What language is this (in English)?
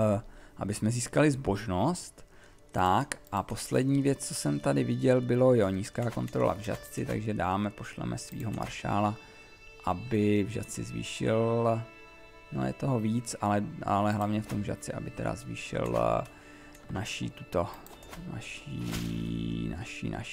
Czech